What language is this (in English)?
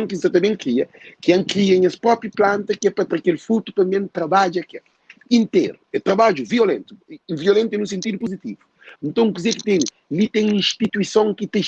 Kabuverdianu